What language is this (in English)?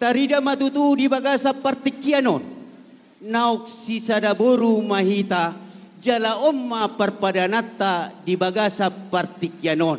Batak Toba